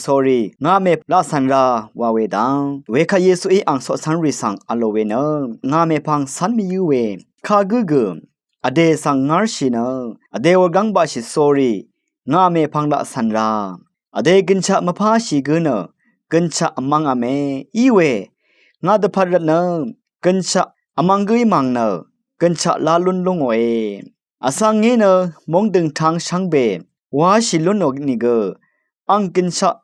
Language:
Rawang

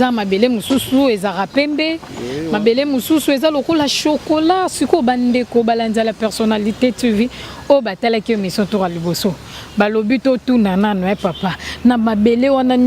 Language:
Lingala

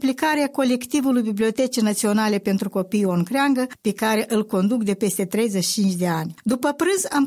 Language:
Romanian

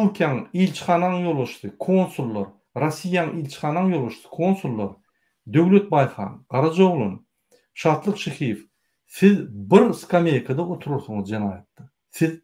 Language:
Turkmen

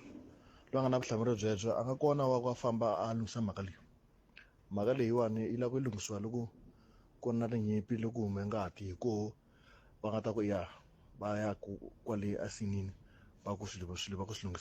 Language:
Tsonga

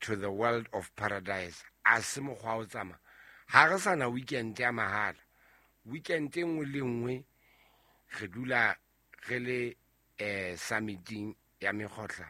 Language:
Southern Sotho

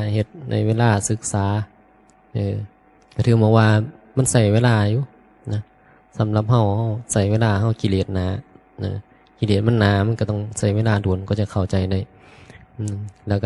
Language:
Northeastern Thai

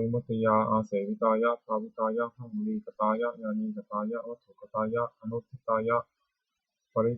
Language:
Pali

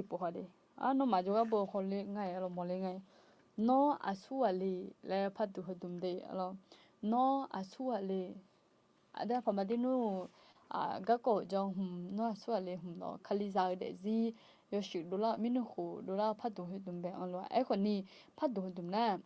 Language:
Akha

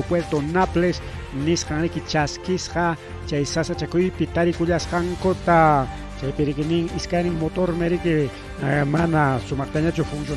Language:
Ayacucho Quechua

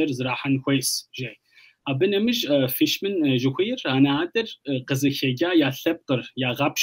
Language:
Kabardian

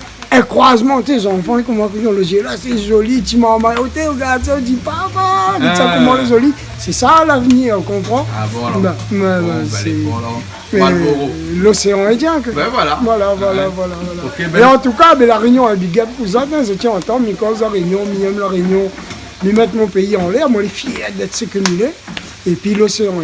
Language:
Réunion Creole French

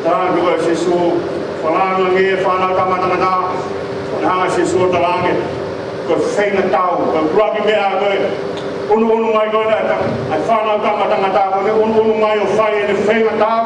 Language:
Tongan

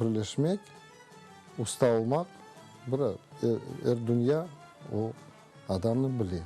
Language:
Crimean Tatar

